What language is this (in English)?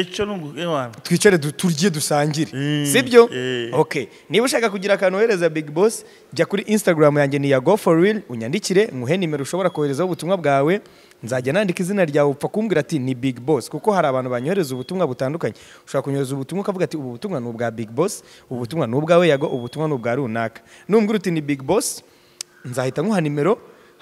Kinyarwanda